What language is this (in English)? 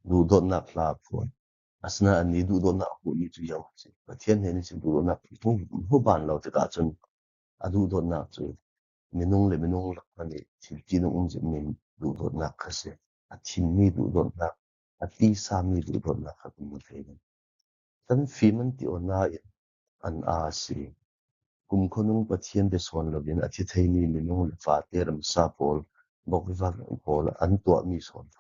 Falam Chin